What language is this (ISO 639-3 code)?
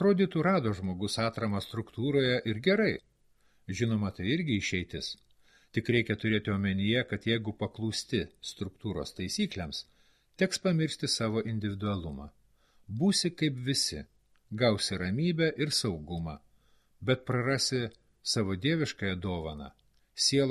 lit